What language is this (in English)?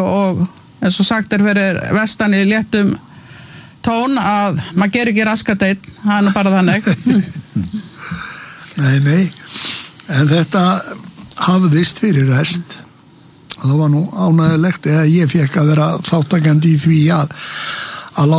Icelandic